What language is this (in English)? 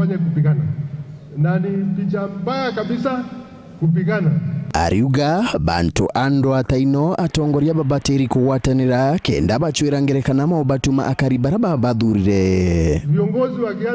Meru